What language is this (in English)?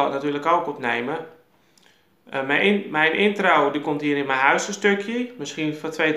Dutch